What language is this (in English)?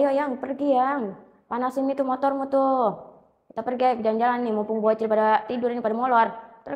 Betawi